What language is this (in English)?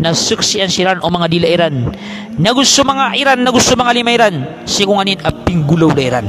Maranao